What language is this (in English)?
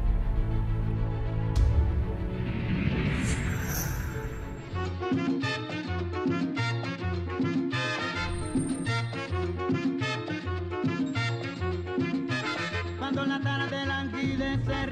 Spanish